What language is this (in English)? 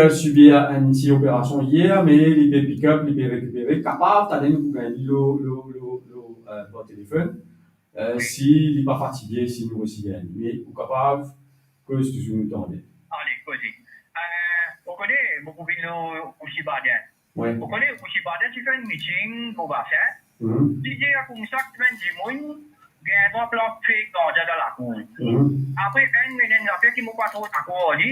Morisyen